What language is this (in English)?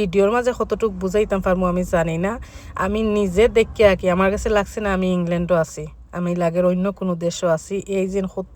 Sylheti